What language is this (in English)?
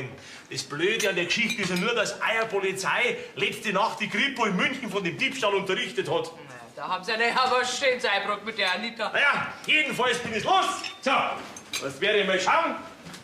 Bavarian